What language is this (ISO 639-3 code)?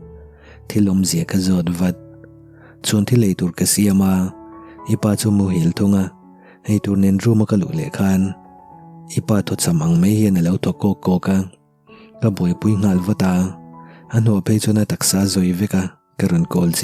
lus